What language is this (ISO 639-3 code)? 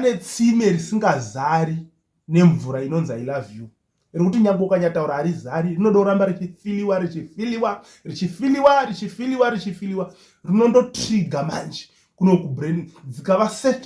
sna